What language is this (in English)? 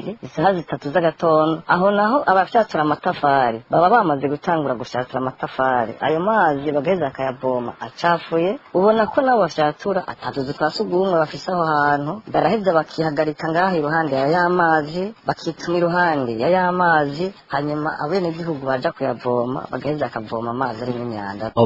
Rundi